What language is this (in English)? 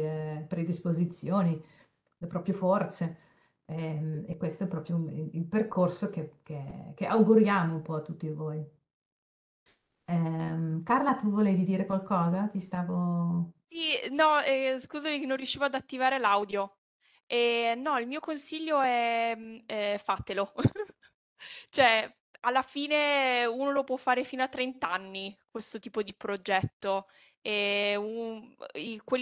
Italian